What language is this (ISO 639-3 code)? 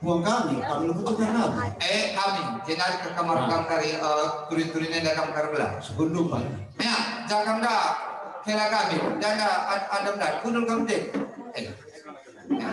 btx